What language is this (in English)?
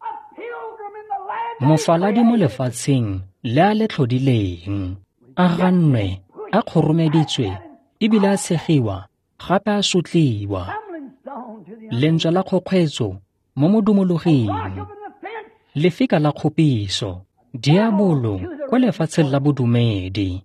Tswana